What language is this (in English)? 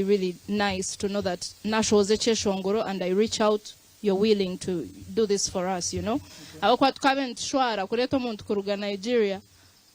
Nyankole